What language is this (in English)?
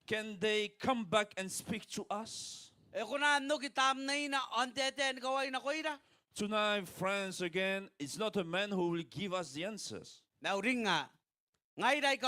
Gilbertese